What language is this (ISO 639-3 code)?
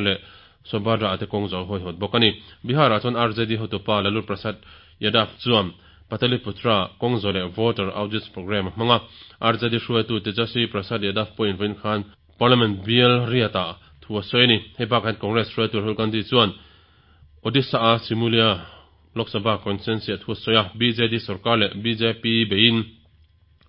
lus